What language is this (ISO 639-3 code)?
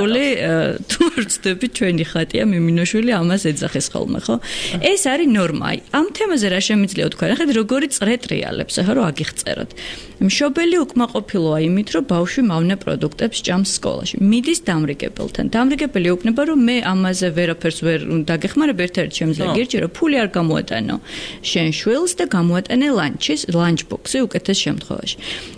kat